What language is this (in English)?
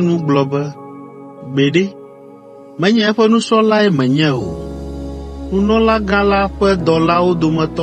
Ewe